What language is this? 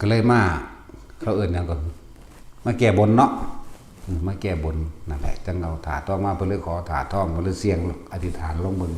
Northeastern Thai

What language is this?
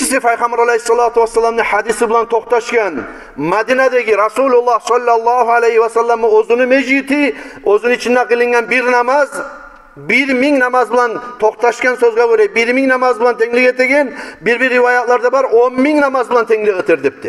Kumyk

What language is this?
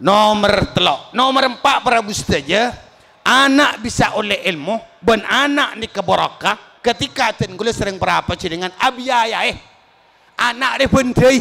Madurese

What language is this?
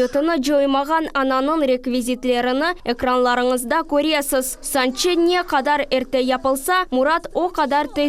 Crimean Tatar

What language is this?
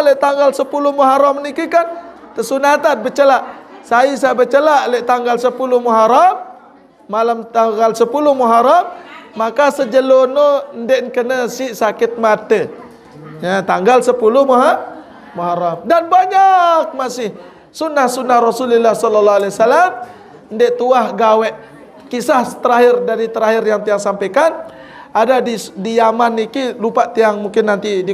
Sasak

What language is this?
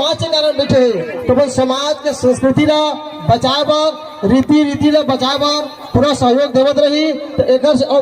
Chhattisgarhi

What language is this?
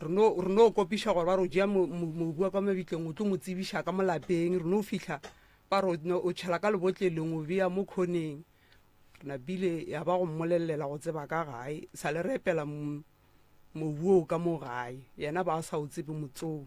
Northern Sotho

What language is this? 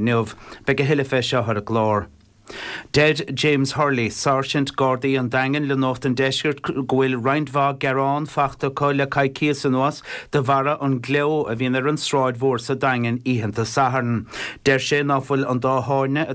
Irish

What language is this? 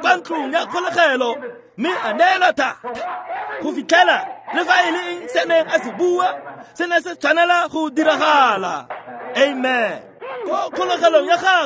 Tswana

